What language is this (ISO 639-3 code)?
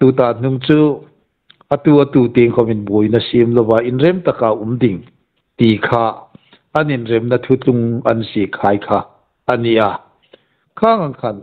hmr